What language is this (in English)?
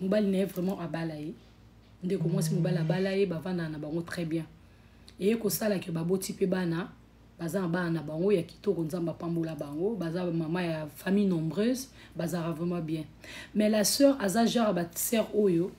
Lingala